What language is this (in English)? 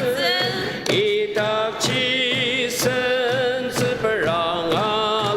Ao Naga